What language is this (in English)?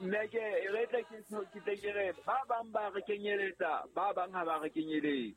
Southern Sotho